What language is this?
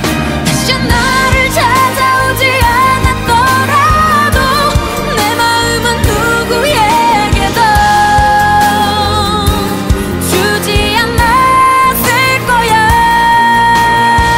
Korean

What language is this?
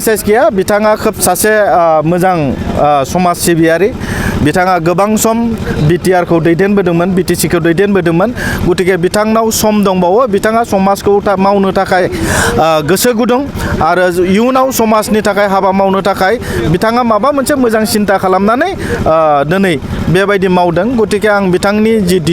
Bodo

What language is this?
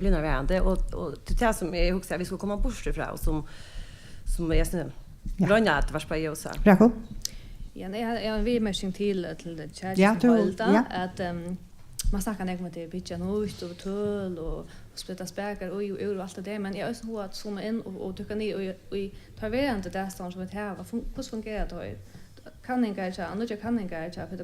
Faroese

